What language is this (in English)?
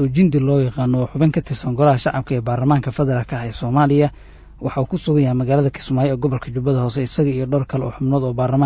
Somali